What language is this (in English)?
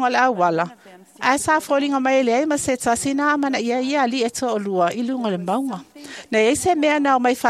Samoan